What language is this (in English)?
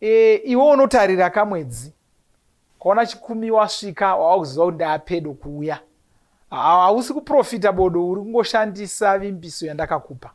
Shona